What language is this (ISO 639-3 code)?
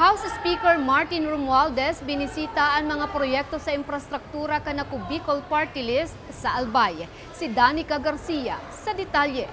bik